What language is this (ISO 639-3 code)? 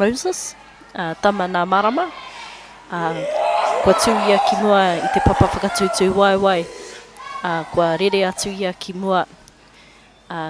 mri